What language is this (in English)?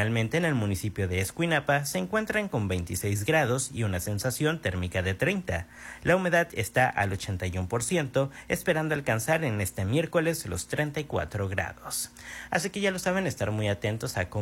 Spanish